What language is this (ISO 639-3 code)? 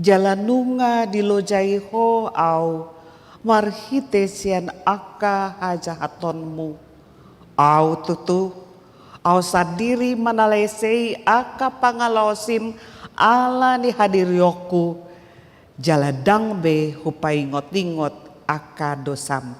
bbc